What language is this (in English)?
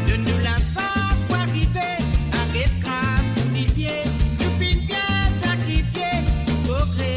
Morisyen